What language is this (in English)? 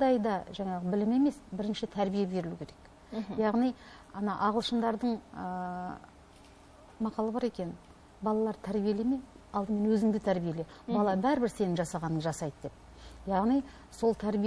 Kazakh